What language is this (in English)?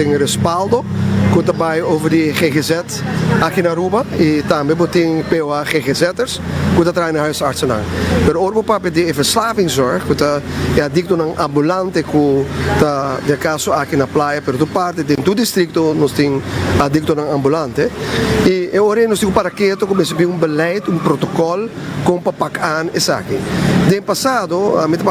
Papiamento